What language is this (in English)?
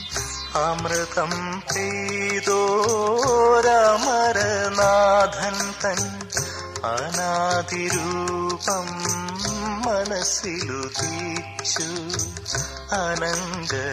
Malayalam